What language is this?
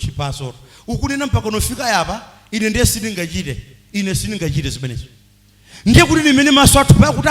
Nyanja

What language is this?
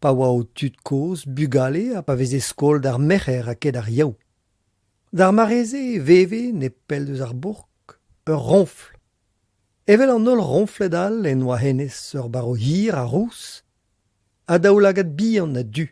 Breton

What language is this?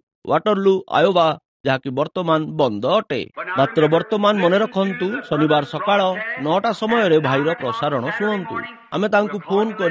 Odia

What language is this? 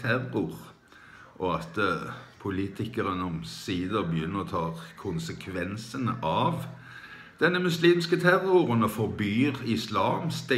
Norwegian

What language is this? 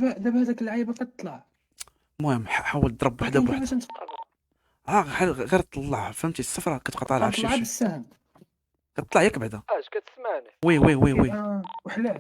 Moroccan Arabic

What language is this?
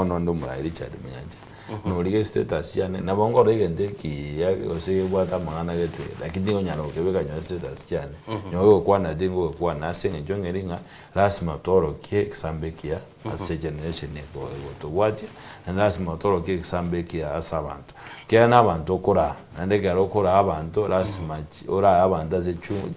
Gusii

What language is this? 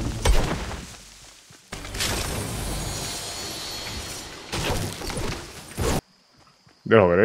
Swedish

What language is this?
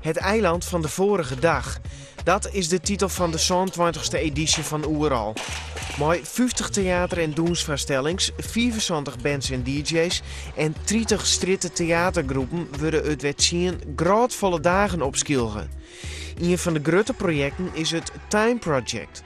Western Frisian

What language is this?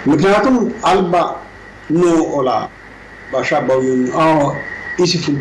Sidamo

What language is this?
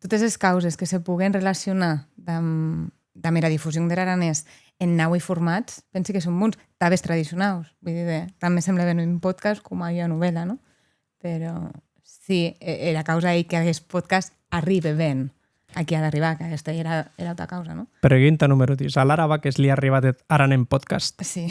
Occitan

